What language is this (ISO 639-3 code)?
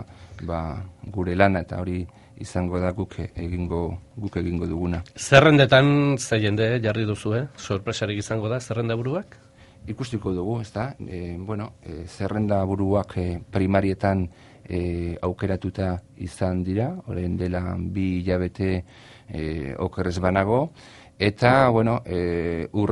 eus